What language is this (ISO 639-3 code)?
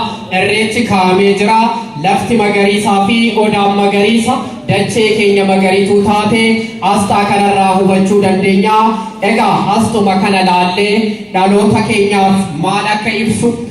orm